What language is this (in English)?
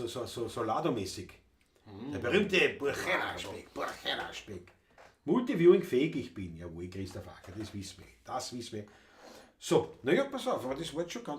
Bavarian